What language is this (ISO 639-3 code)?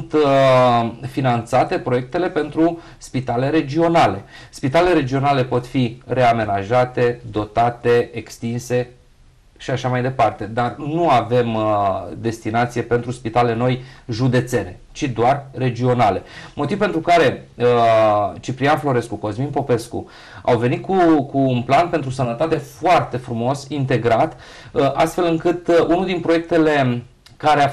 ron